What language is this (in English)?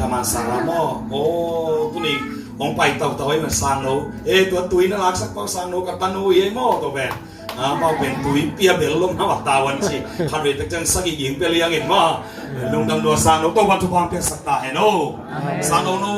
Tedim Chin